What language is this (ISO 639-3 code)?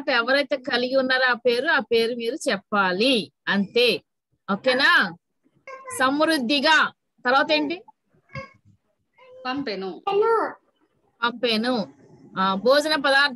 tel